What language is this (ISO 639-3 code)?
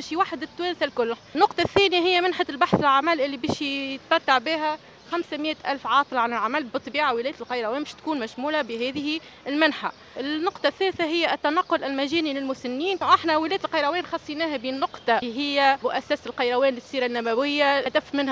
aeb